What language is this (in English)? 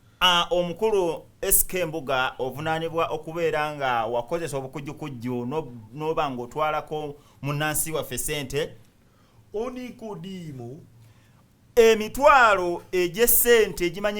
Ganda